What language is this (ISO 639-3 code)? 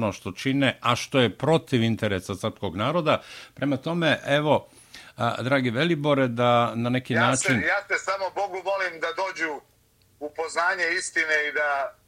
srp